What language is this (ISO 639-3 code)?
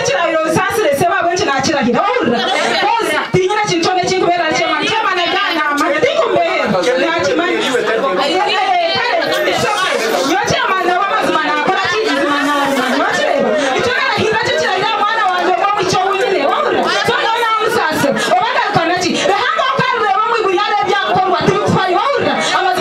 nyn